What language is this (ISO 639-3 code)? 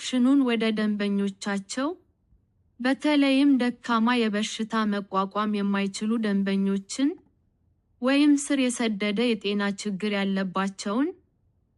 amh